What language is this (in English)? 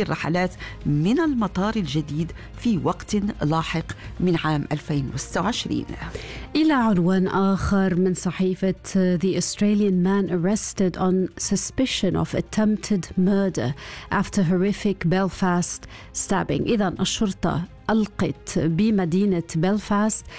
Arabic